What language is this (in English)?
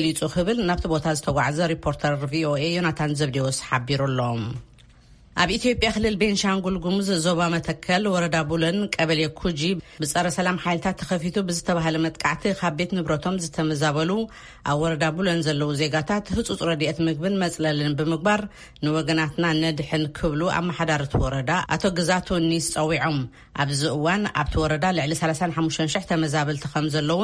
Tigrinya